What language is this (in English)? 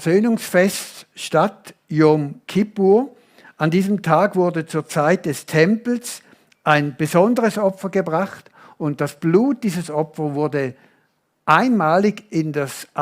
Swiss German